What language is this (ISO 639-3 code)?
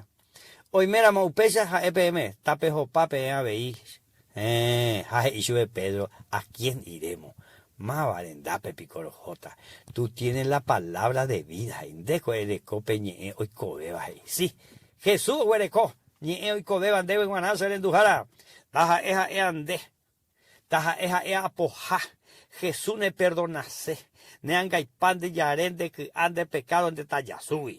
grn